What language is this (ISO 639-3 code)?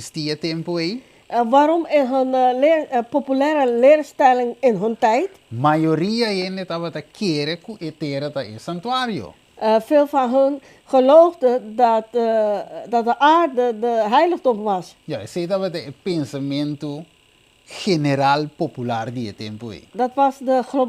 pap